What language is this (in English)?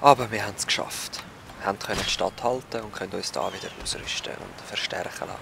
Swiss German